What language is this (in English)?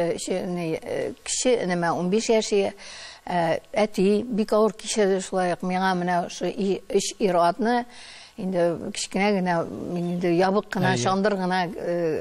Tatar